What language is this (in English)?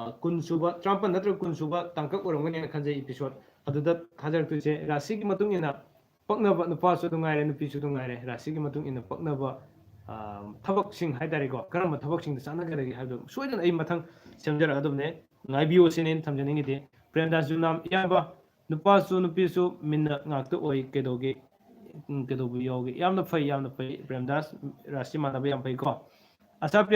Manipuri